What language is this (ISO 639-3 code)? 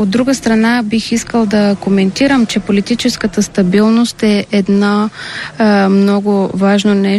bul